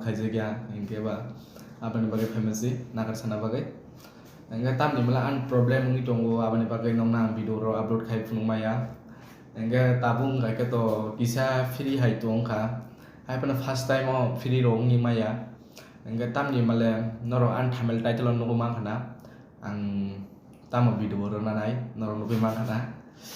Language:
Kok Borok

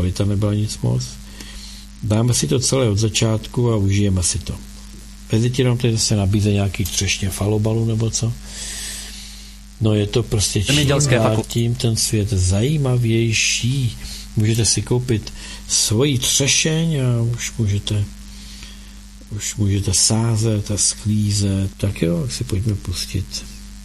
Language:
Czech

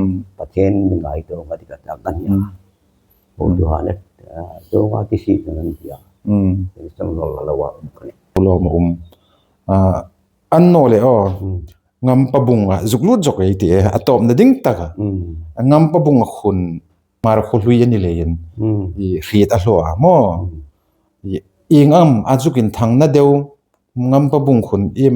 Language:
Hmar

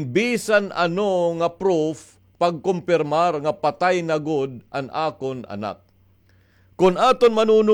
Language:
Waray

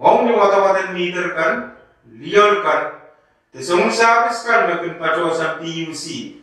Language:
Pohnpeian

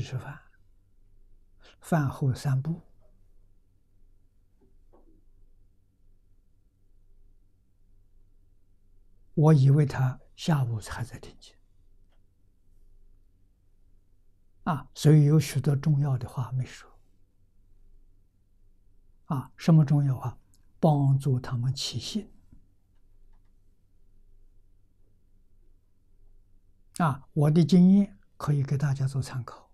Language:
Chinese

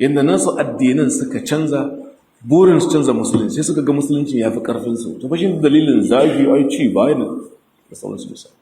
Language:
Hausa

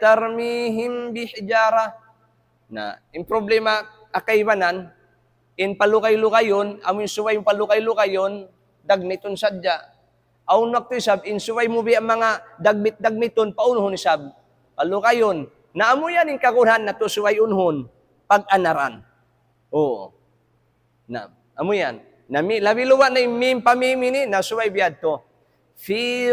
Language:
Tausug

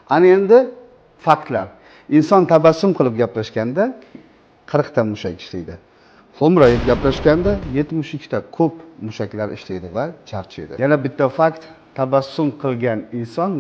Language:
Uzbek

